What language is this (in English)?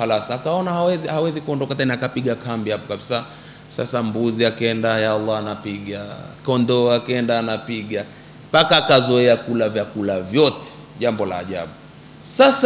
Swahili